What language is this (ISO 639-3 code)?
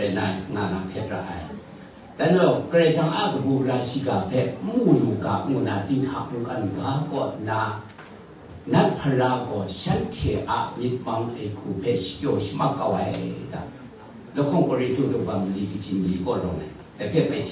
kac